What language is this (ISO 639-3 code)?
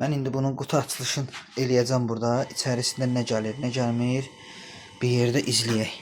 aze